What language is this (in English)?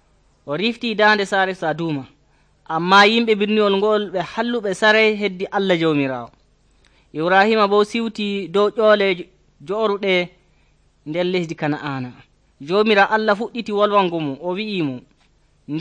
Nigerian Fulfulde